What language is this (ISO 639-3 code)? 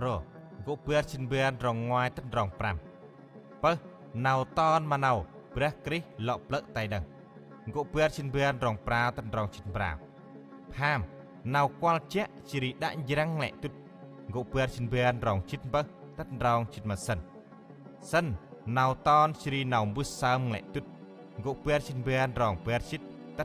cmo